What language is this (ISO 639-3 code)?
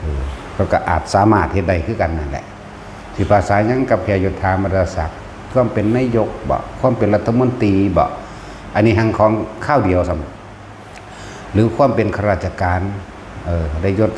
tts